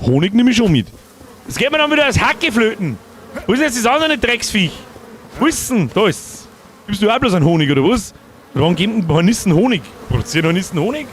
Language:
Bavarian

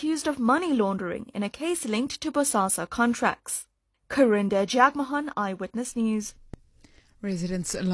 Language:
English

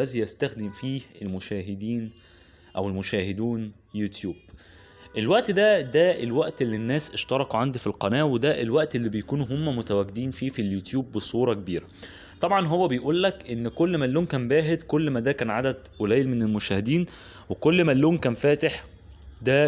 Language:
Egyptian Arabic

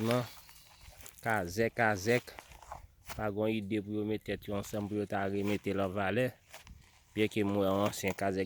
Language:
Haitian Creole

